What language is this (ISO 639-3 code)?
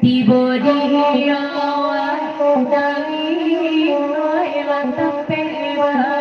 min